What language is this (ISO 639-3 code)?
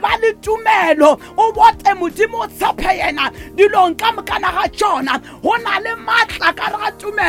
nso